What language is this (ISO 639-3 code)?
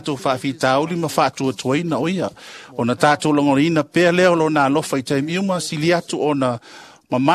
smo